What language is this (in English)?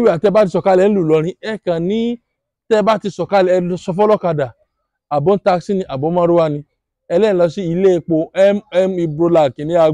Yoruba